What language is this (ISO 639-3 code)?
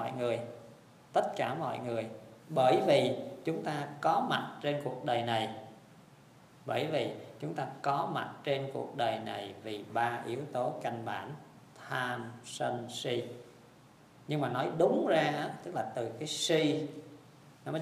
vie